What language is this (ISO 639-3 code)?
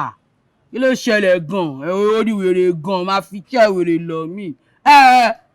yor